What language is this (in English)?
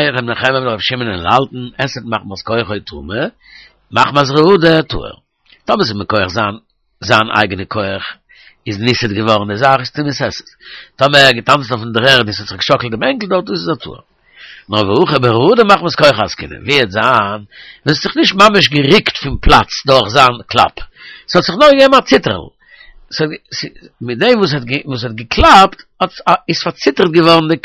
Yiddish